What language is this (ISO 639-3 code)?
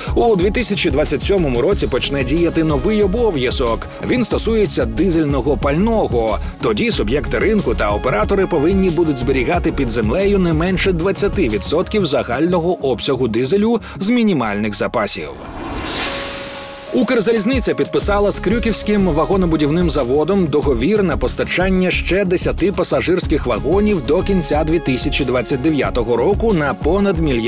ukr